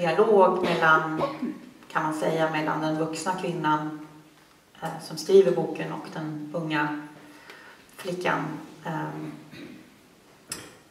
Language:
Swedish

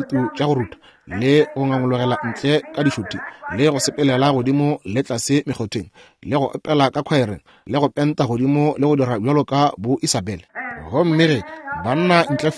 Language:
Northern Sotho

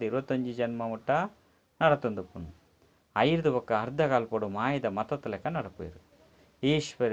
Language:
Tulu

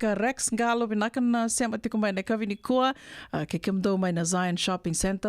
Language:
Fijian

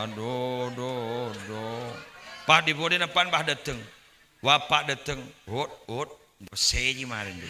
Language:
Madurese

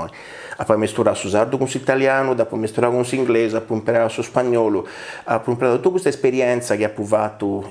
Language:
Sardinian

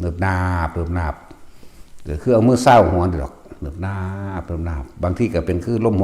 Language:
Northeastern Thai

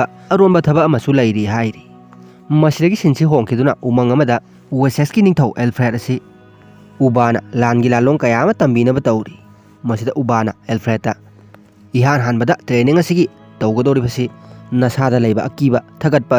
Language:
Manipuri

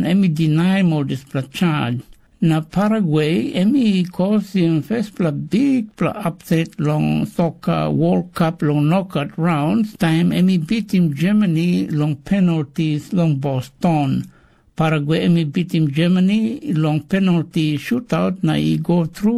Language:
Tok Pisin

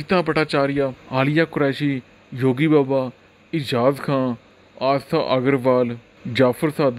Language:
Hindi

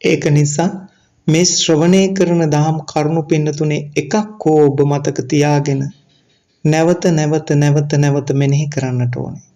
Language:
Sinhala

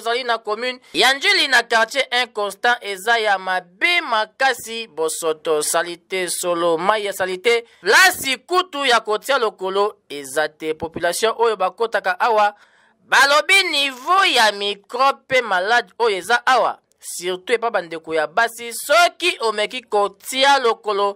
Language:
Lingala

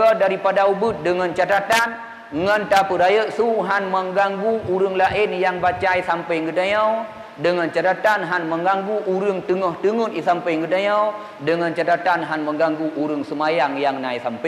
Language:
Achinese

